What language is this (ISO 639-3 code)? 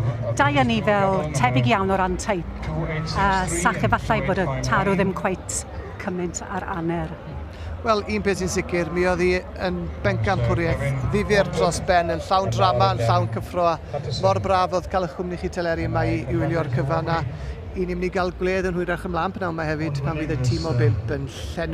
cym